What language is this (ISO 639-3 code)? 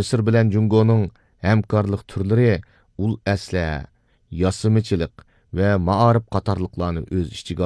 uig